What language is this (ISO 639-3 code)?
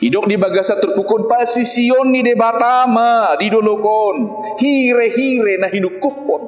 bbc